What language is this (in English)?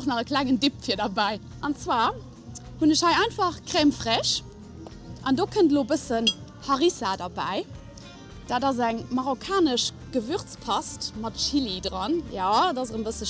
Luxembourgish